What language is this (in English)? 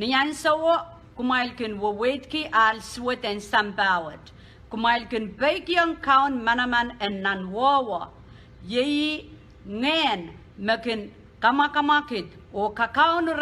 Pohnpeian